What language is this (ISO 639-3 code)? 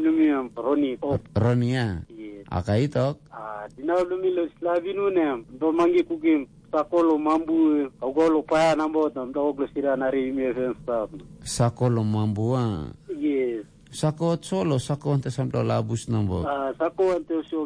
tpi